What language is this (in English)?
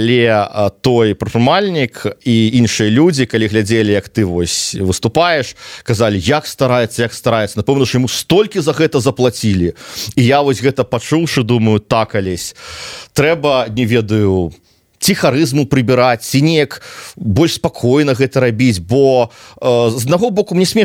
Belarusian